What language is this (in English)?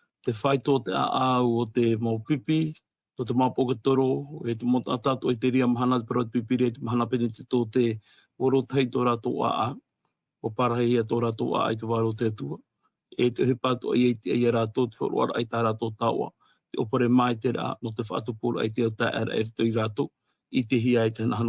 Tahitian